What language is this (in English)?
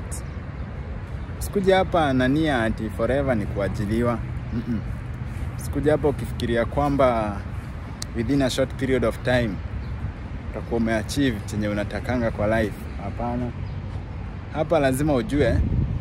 Swahili